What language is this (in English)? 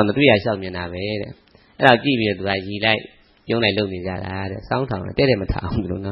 Burmese